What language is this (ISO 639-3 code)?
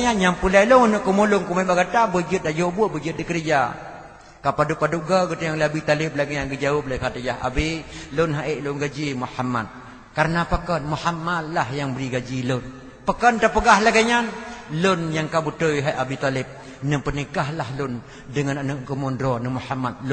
ace